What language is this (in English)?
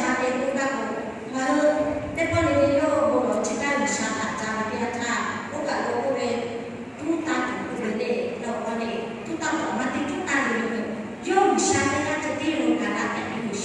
Lahu